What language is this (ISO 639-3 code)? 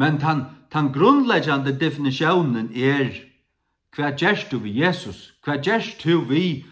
fao